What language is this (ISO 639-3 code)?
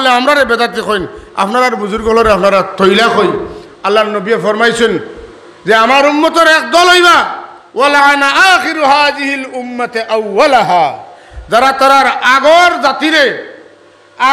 syl